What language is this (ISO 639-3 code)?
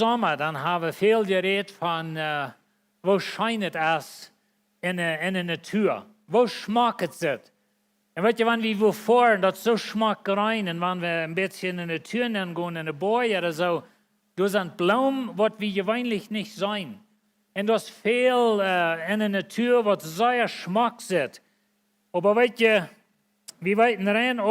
pdt